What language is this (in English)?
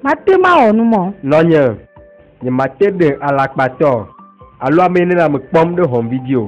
Ewe